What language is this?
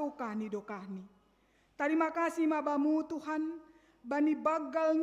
Batak Simalungun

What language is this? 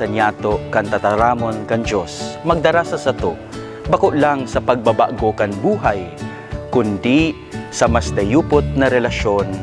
Bikol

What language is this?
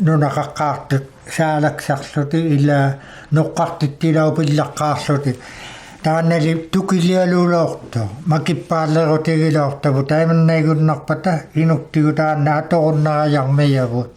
Inuktitut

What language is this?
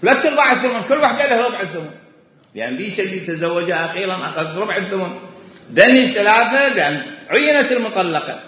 Mesopotamian Arabic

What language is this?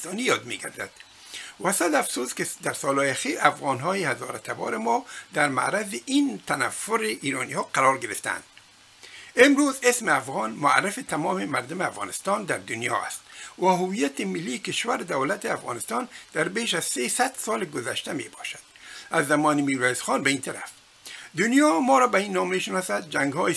Persian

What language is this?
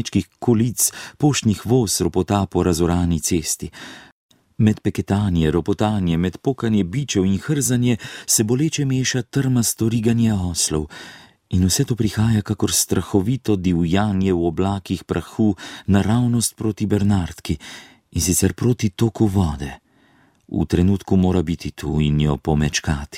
Slovenian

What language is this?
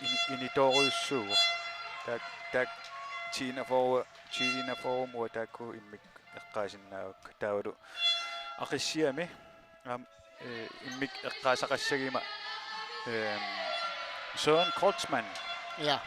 Kalaallisut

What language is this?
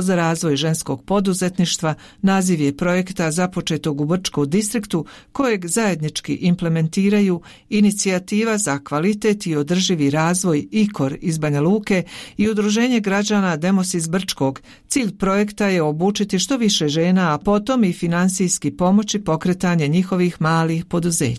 Bosnian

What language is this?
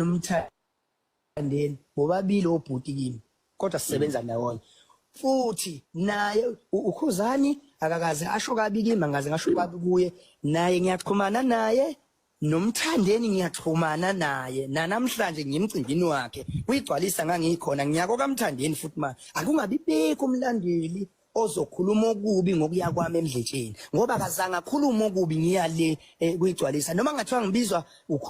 Zulu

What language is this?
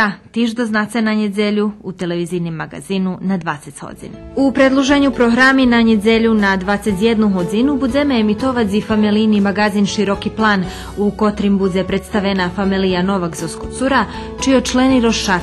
Rusyn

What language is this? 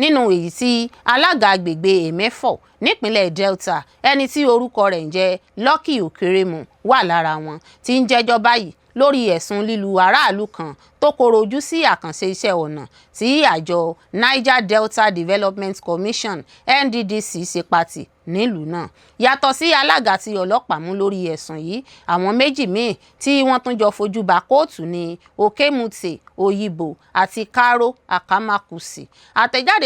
Yoruba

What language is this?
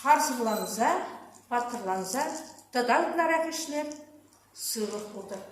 Chuvash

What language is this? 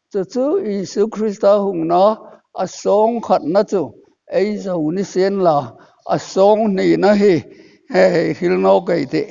Hmar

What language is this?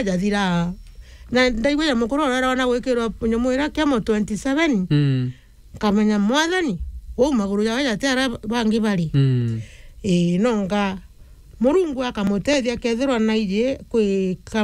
Meru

